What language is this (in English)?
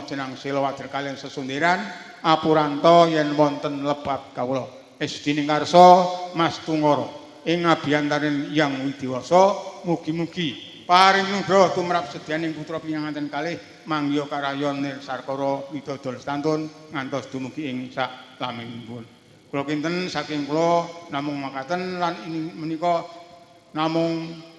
Javanese